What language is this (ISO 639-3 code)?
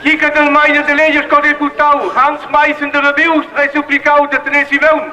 roh